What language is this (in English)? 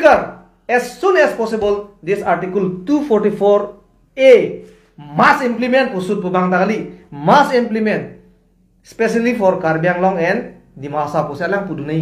Karbi